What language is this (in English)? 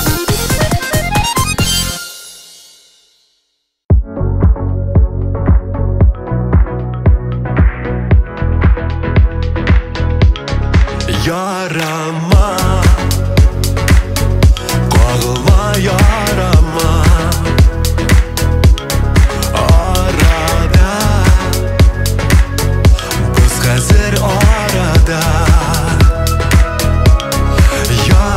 Tatar